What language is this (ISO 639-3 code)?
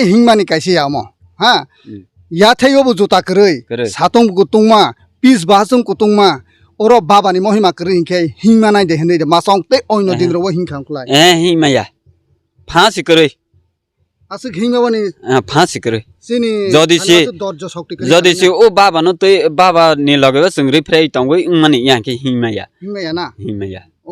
trp